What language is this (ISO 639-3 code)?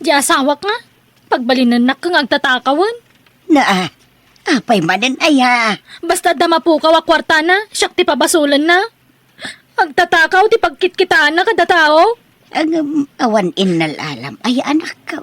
ilo